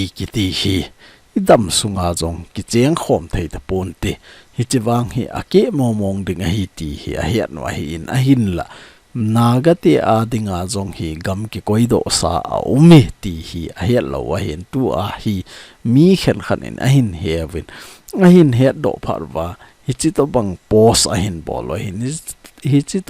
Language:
Thado Chin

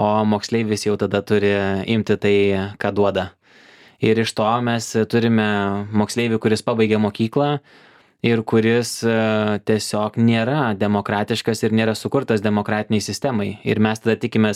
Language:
Lithuanian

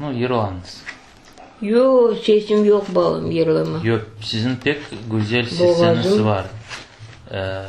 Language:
Crimean Tatar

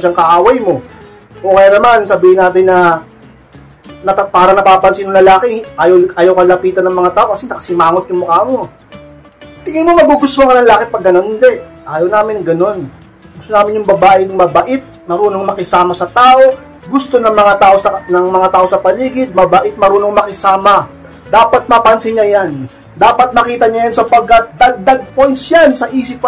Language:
Filipino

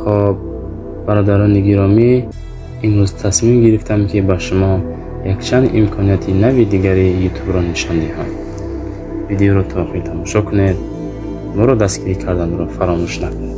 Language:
Tajik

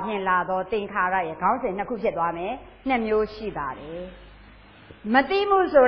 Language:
Burmese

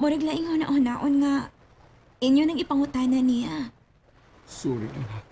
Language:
Cebuano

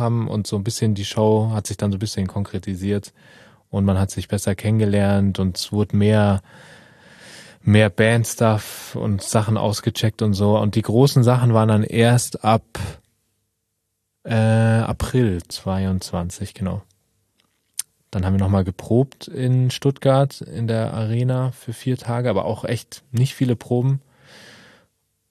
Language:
German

